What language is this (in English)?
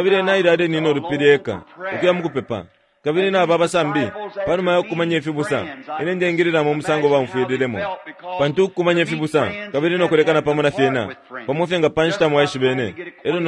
Bemba